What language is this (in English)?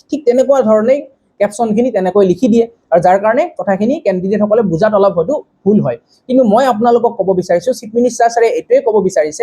Assamese